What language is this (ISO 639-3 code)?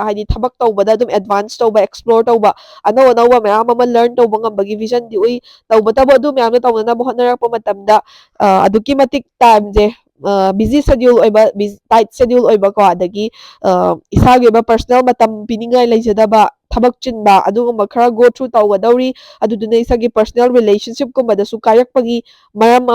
mni